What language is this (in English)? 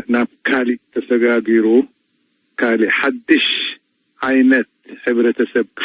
Tigrinya